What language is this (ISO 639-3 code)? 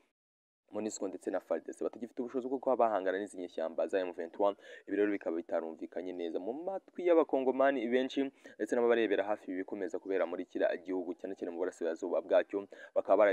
kin